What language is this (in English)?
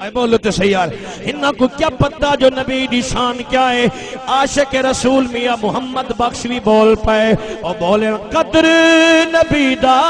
Saraiki